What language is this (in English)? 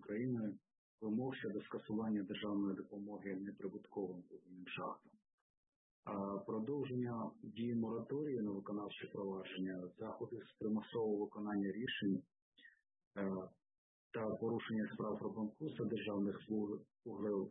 Ukrainian